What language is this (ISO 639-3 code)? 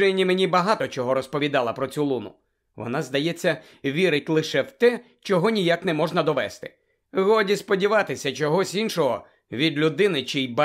ukr